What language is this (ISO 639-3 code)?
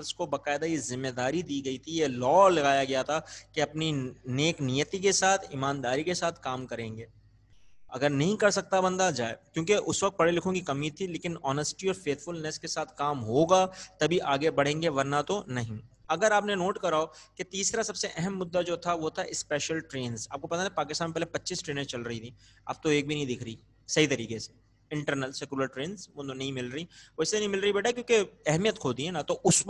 urd